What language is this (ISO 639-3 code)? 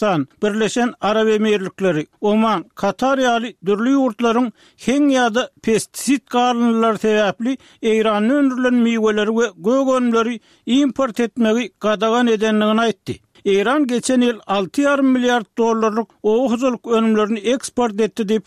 tuk